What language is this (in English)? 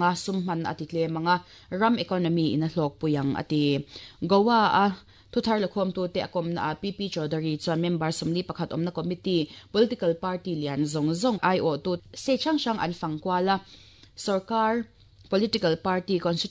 Mizo